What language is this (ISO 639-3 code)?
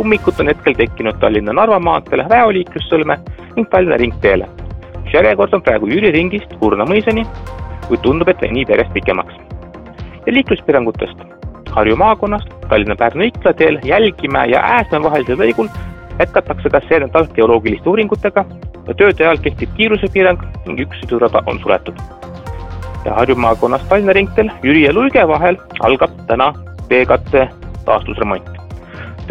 est